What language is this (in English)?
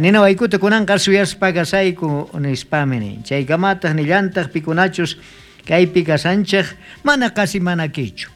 South Bolivian Quechua